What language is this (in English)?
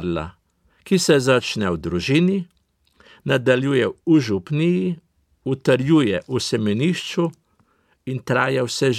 Slovenian